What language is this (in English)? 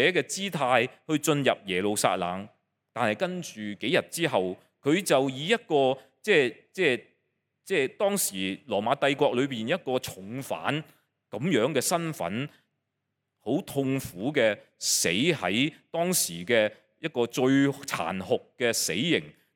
Cantonese